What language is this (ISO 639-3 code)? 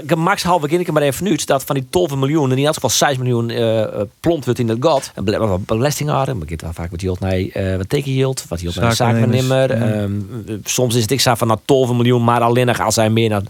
fry